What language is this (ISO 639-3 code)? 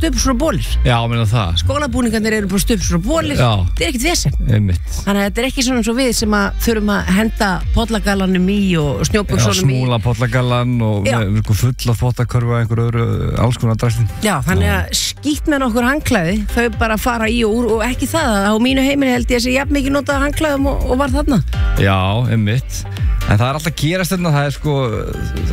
isl